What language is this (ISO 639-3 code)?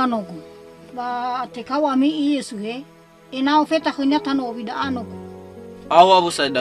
nia